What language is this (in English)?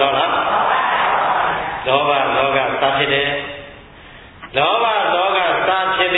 Burmese